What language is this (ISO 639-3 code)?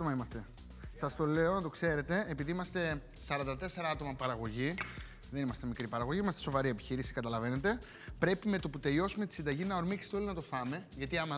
ell